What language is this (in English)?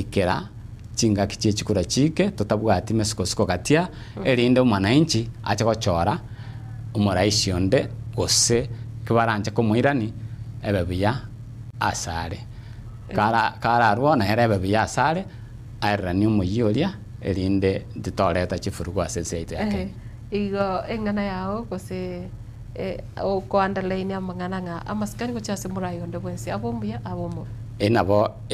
Gusii